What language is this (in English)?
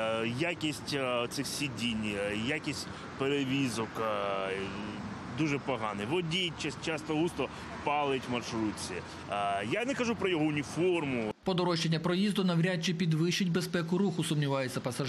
Ukrainian